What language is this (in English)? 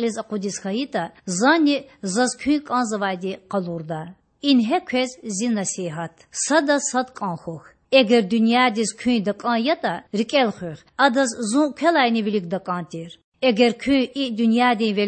Lezghian